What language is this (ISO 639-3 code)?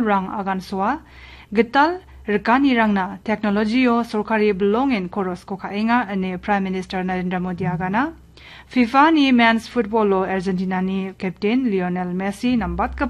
grt